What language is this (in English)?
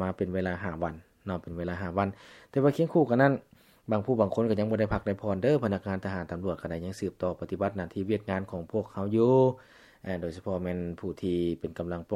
Lao